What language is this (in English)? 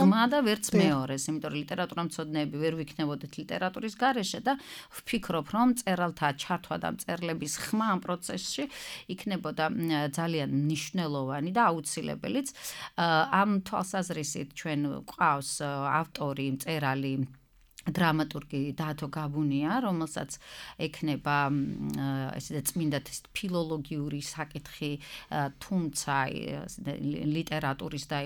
Georgian